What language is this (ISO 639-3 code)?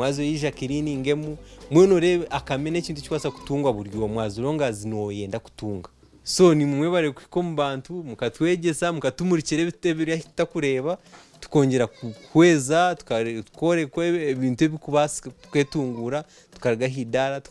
nyn